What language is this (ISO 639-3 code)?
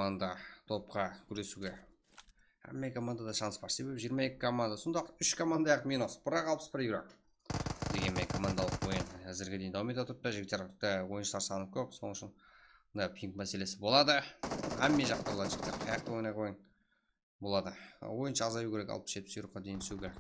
kaa